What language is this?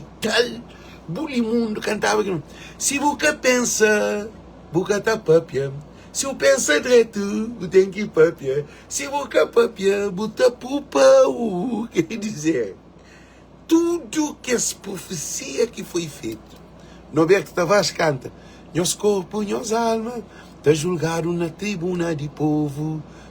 Kabuverdianu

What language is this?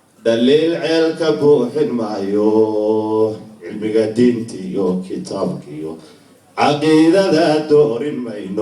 Somali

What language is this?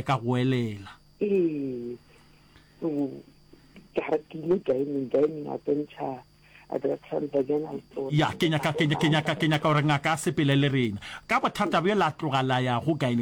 Northern Sotho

